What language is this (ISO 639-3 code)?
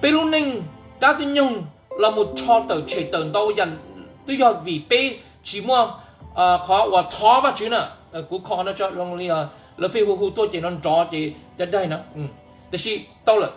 hmn